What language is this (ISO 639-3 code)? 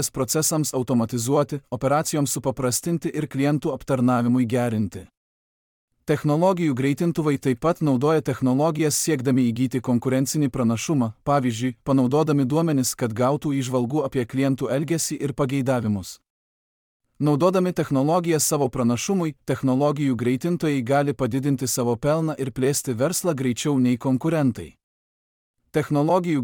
lit